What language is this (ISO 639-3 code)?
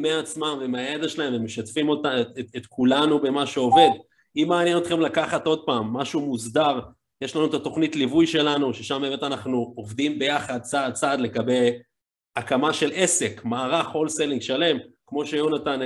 heb